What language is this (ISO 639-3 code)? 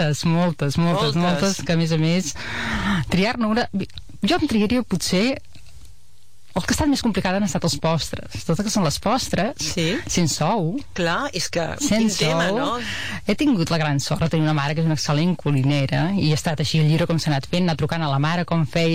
cat